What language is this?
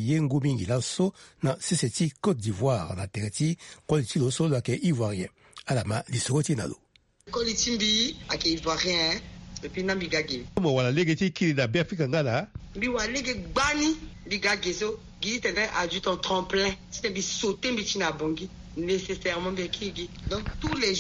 Sango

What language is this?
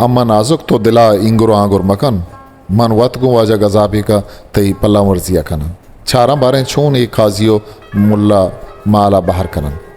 Eastern Balochi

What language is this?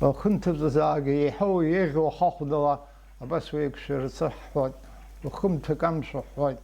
Abkhazian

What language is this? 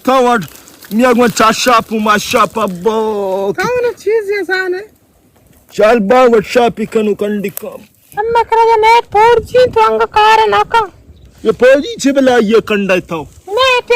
Baluchi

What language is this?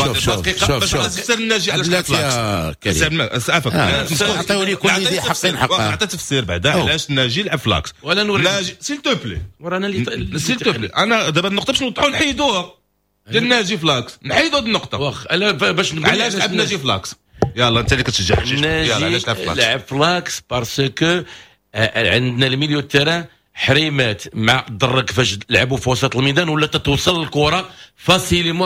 Moroccan Arabic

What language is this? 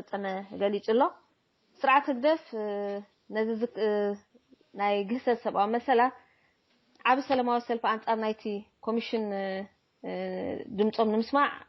Tigrinya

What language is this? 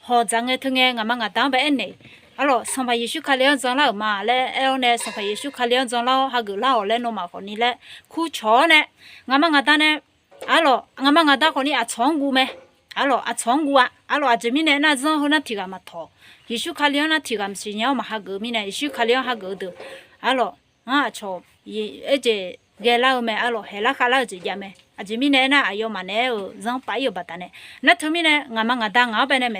Akha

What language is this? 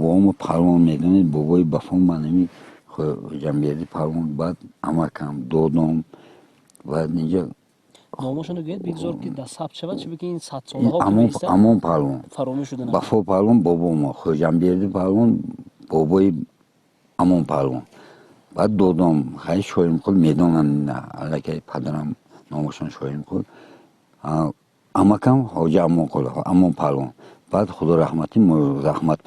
Tajik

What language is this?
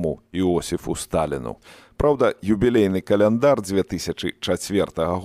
Belarusian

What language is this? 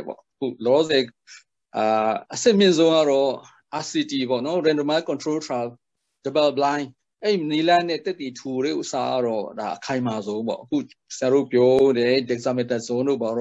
Burmese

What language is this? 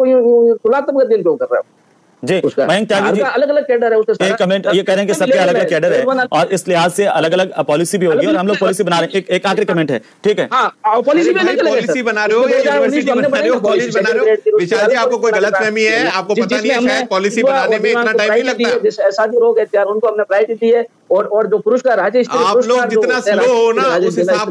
Hindi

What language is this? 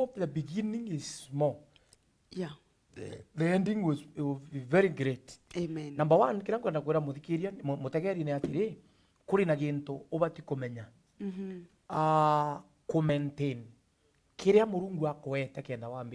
Meru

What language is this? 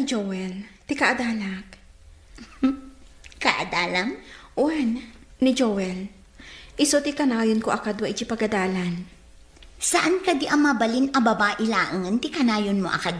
Iloko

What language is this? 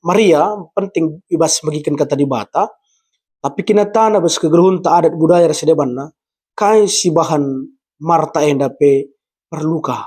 Batak Karo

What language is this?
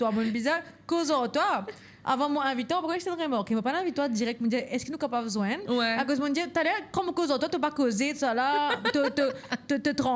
Morisyen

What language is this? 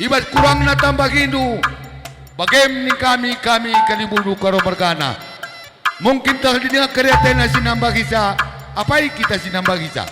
Batak Karo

